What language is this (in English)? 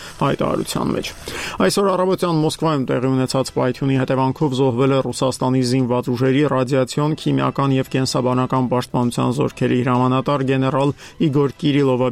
Armenian